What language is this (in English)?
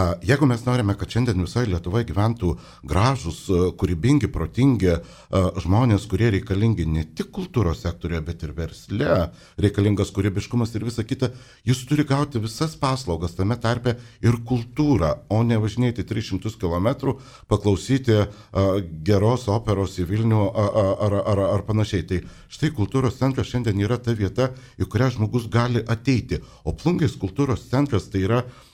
Lithuanian